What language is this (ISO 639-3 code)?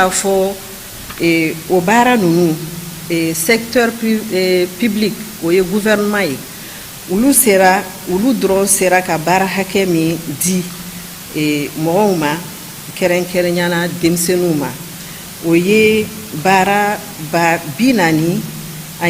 bam